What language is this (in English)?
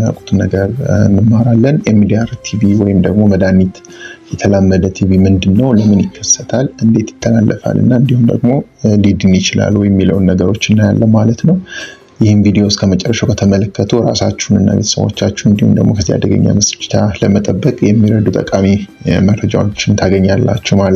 Amharic